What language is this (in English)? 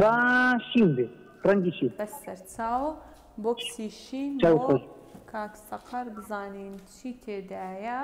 Central Kurdish